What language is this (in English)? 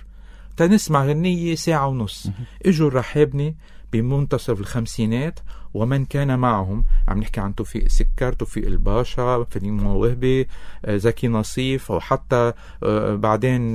North Levantine Arabic